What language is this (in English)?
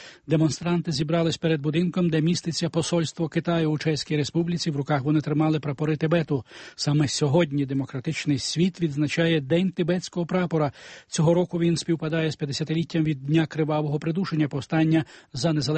Ukrainian